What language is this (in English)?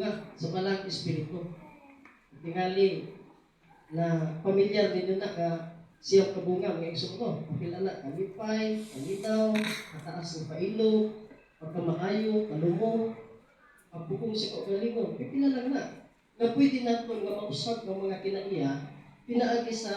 Cebuano